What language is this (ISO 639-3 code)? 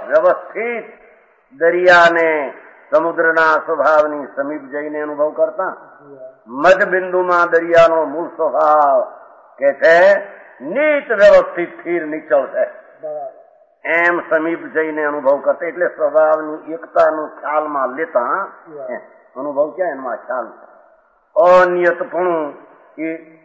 guj